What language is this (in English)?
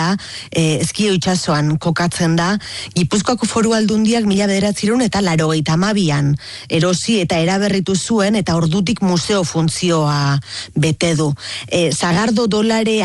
Basque